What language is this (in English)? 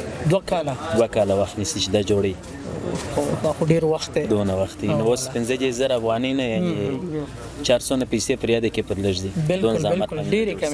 Pashto